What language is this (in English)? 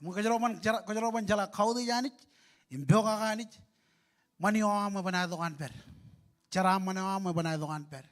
Marshallese